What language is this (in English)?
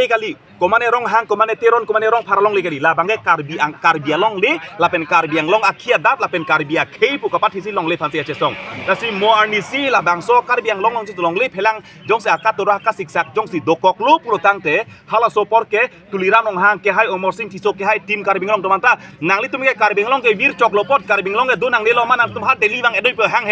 Karbi